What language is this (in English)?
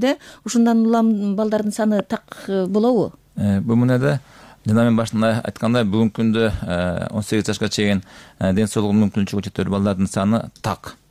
Kyrgyz